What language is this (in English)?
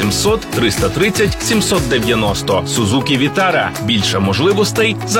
Ukrainian